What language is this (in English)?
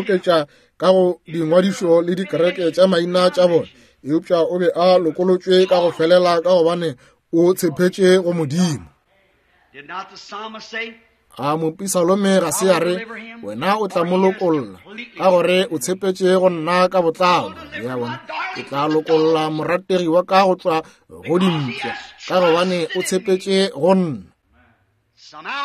Northern Sotho